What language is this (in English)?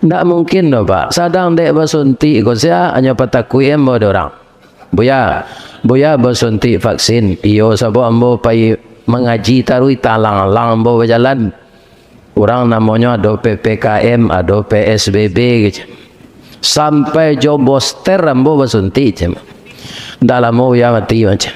Minangkabau